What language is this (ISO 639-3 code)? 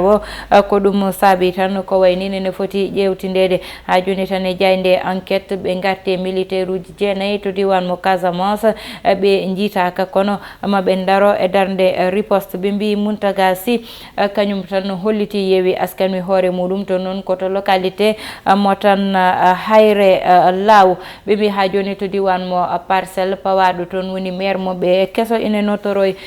ful